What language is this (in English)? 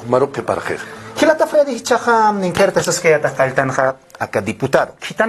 Aymara